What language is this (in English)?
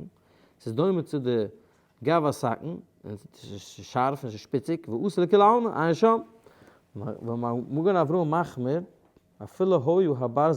Yiddish